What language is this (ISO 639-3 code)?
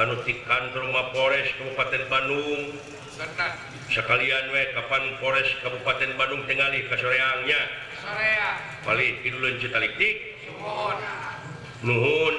sun